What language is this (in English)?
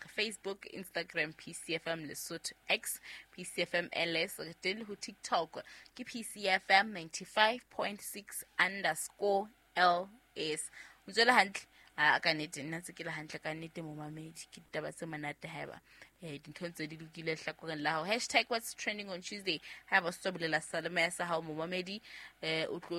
Southern Sotho